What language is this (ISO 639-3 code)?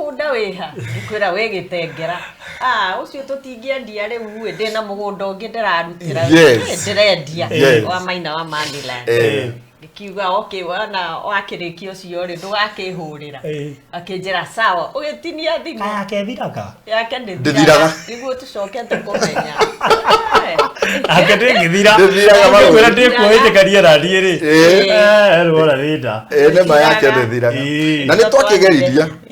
kik